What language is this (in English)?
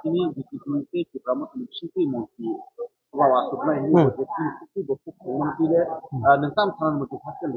Kok Borok